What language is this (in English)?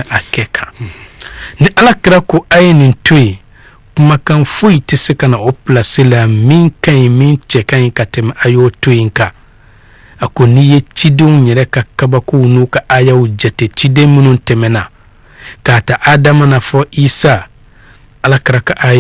Bambara